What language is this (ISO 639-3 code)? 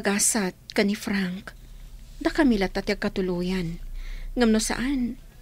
ilo